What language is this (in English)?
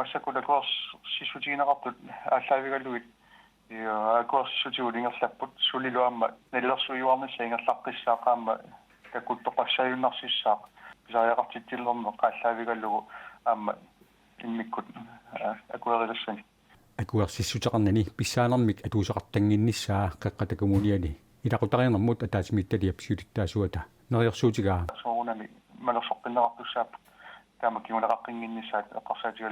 Kalaallisut